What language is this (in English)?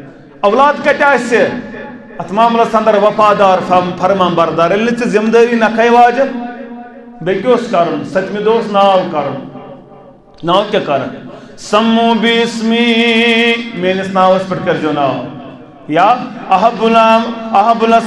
Kashmiri